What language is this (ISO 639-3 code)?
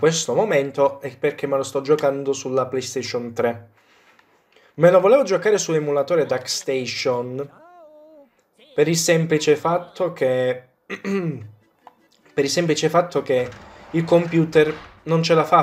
ita